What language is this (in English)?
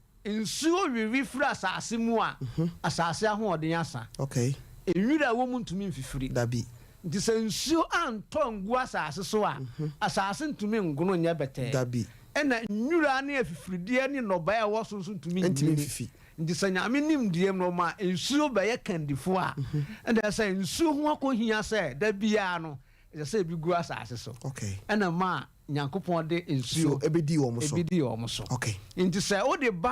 Akan